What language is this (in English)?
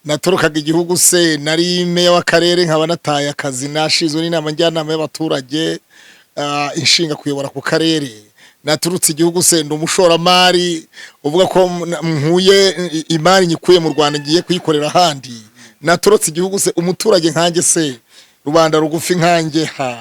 Kinyarwanda